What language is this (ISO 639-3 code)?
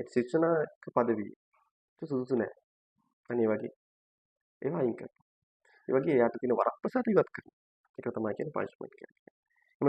sin